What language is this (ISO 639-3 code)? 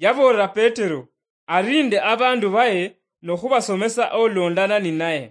luy